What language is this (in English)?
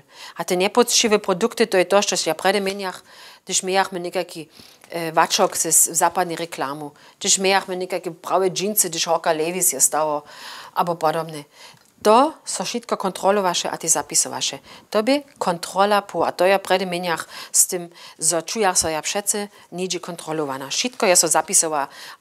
Upper Sorbian